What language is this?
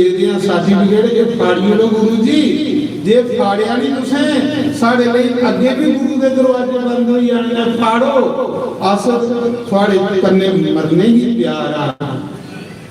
Dogri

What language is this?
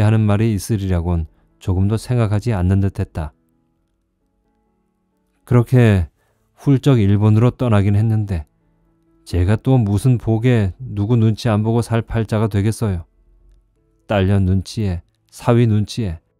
Korean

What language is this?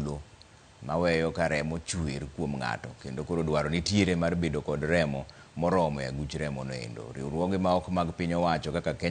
Luo (Kenya and Tanzania)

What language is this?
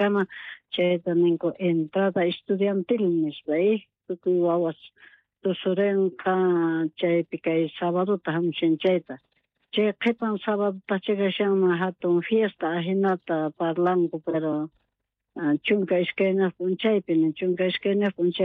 South Bolivian Quechua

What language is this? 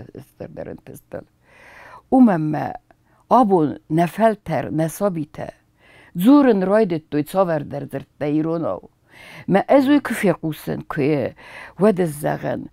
Ossetic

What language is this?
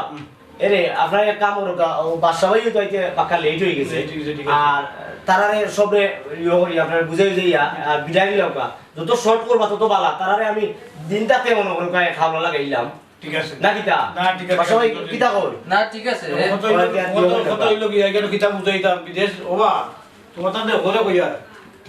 Sylheti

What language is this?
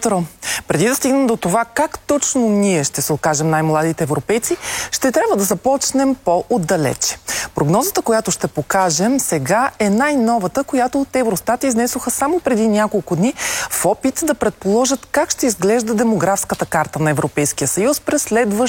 Bulgarian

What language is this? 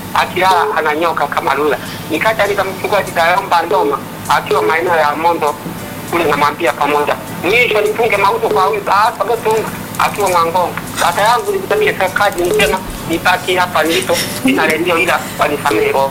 Swahili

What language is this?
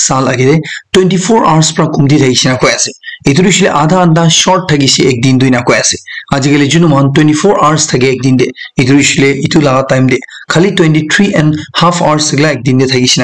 Naga Pidgin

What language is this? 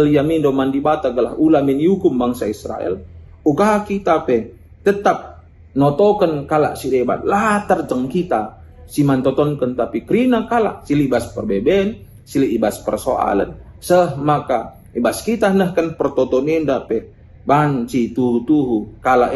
Batak Karo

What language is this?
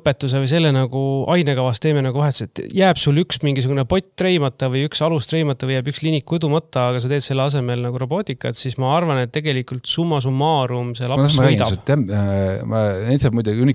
Estonian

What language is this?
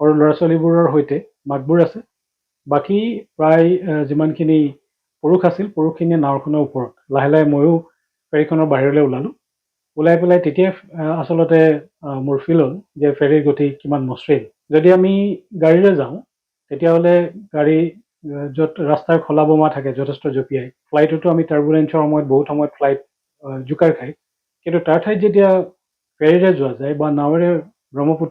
Assamese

